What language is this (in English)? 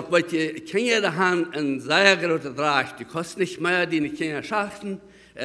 Plautdietsch